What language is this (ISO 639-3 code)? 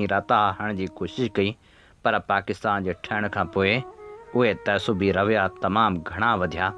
snd